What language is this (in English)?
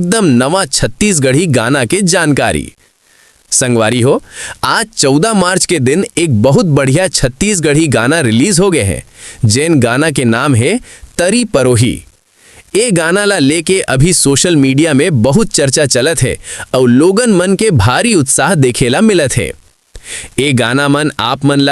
Chhattisgarhi